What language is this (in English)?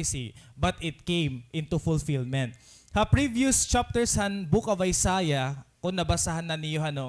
Waray